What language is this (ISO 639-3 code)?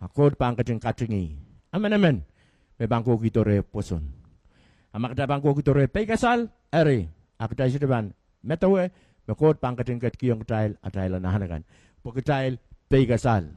pon